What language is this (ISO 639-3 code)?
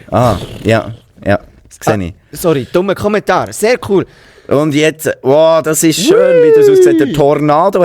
gsw